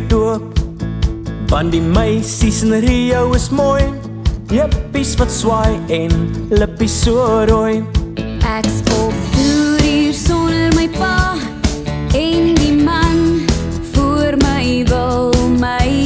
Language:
Afrikaans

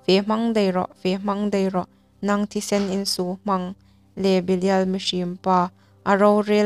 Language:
Hmar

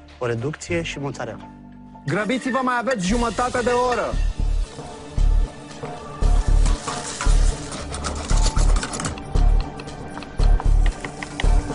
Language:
Romanian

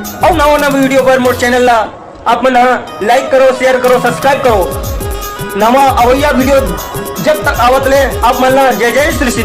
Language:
Chhattisgarhi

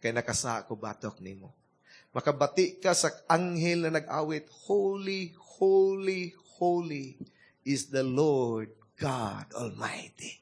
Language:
Cebuano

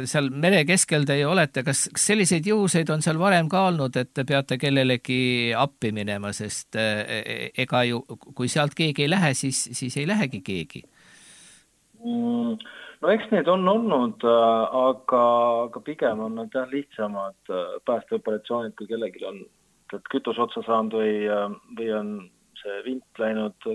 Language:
Estonian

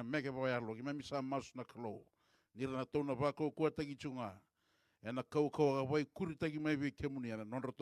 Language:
Fijian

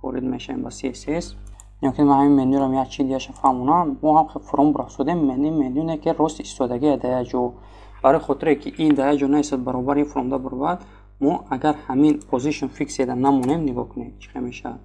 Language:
Tajik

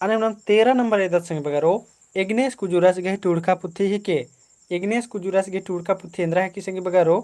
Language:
Kurukh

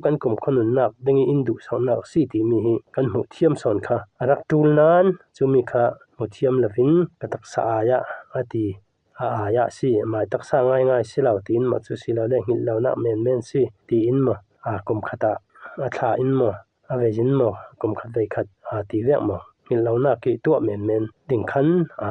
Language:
Falam Chin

